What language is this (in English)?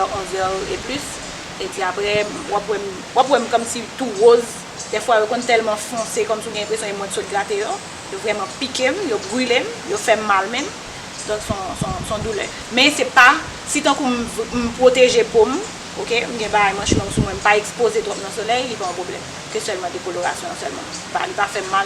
Haitian Creole